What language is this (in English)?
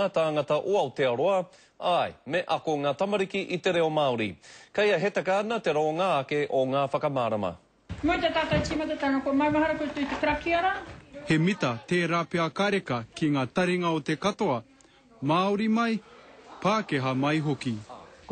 Māori